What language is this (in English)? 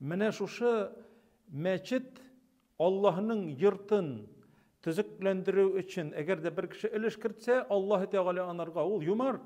Tatar